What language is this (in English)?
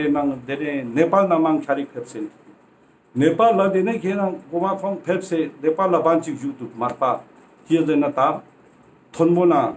Ladakhi